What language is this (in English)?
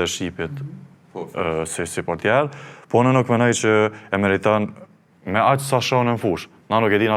Albanian